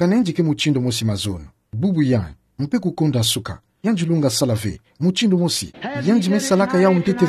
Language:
Kituba (Democratic Republic of Congo)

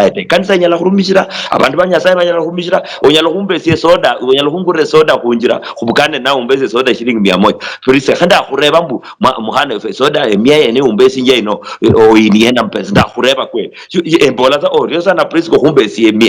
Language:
Luyia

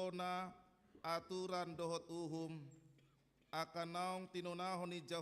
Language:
Batak Toba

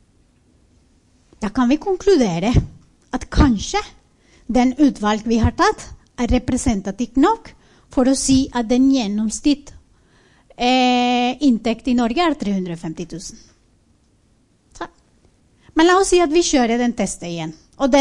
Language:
Norwegian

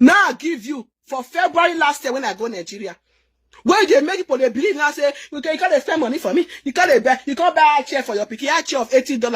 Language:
Nigerian Pidgin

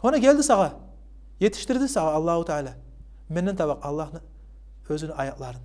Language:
Kumyk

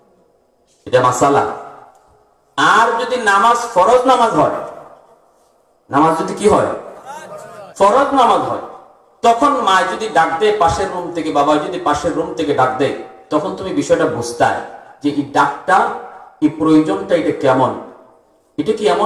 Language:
Bangla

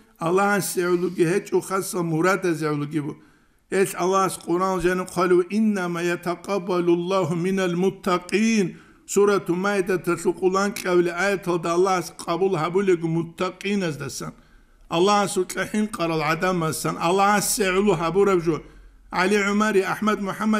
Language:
Avaric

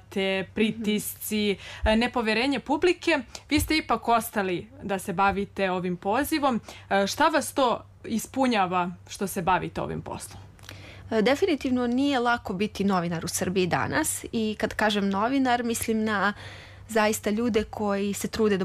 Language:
Serbian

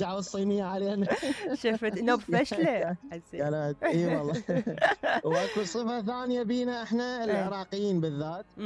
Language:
Mesopotamian Arabic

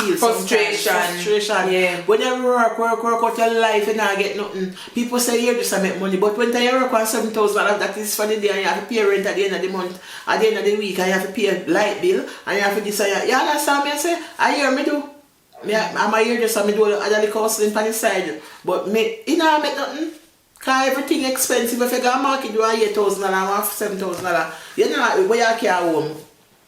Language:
Jamaican Creole English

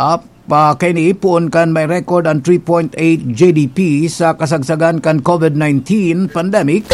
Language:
Bikol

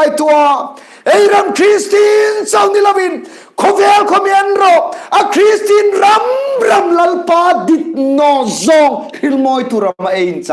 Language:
Hmar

